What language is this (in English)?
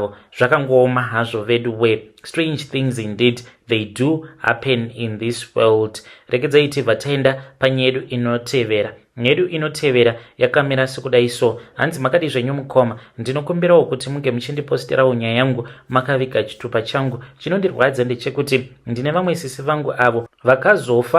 Shona